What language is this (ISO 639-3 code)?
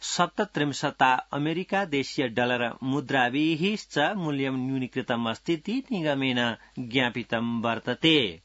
san